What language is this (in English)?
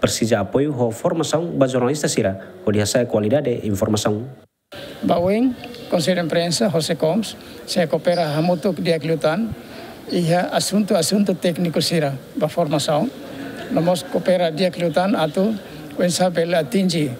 Tetum